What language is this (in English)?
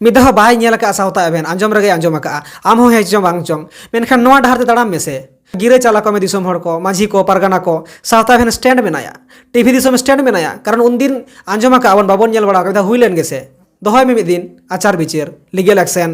Santali